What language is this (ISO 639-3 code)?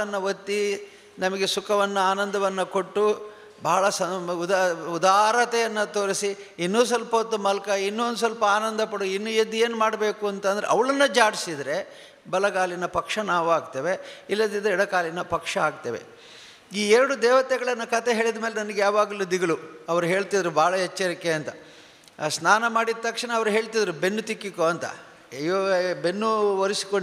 kan